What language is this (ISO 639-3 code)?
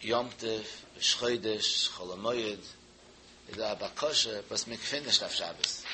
yid